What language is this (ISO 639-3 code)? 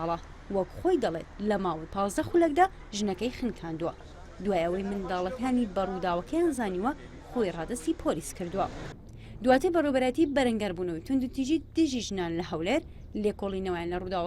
ckb